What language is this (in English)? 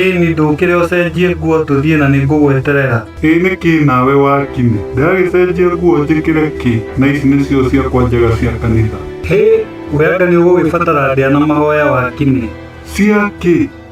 Kikuyu